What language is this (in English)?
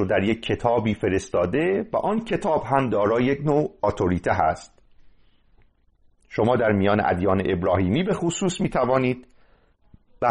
Persian